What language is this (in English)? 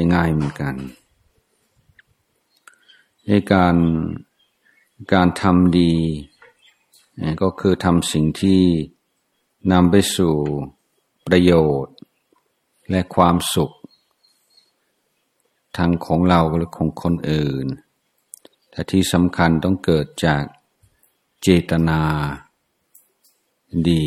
Thai